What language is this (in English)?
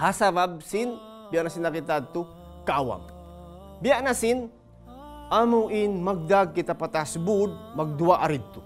Tausug